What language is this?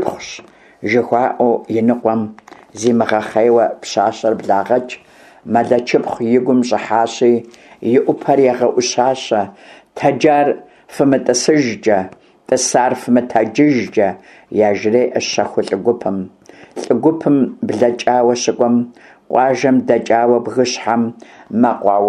Kabardian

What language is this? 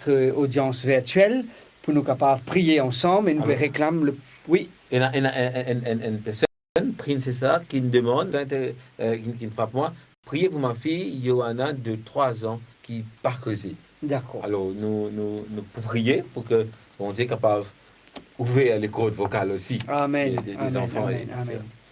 Morisyen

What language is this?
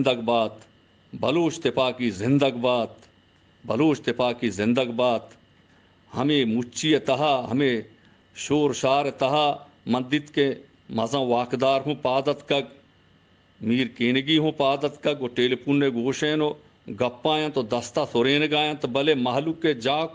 Baluchi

